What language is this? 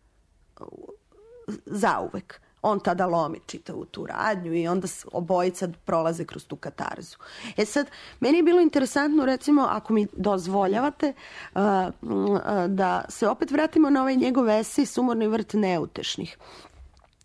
Serbian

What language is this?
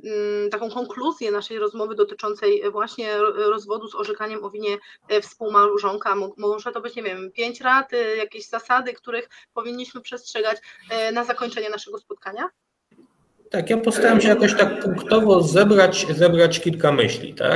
Polish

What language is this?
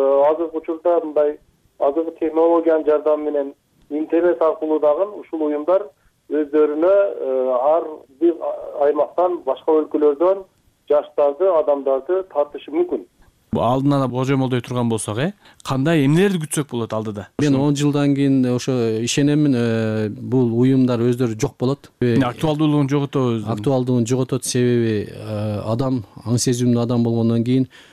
Kyrgyz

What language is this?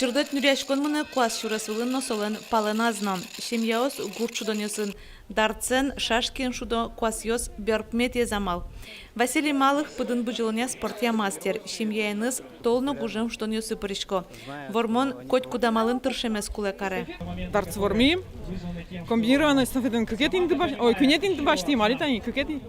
Udmurt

